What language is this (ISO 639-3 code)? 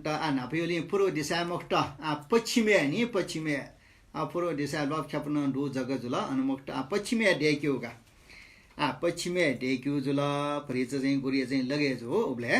new